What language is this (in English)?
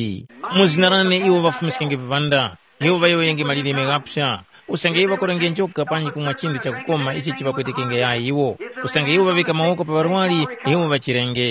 Tumbuka